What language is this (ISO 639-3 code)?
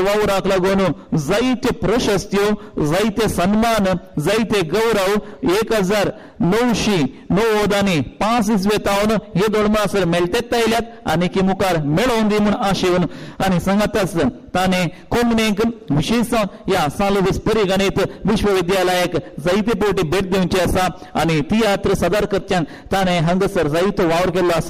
kok